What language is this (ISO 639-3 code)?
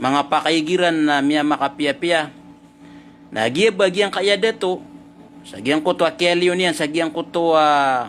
mrw